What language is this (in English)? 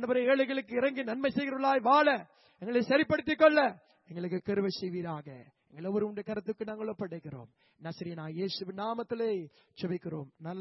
Tamil